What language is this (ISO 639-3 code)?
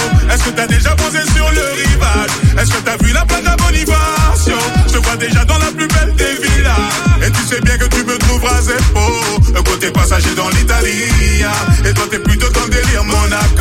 fra